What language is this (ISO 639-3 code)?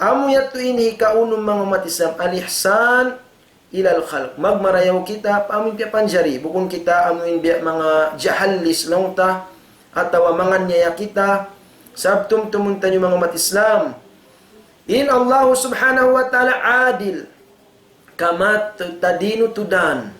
tsg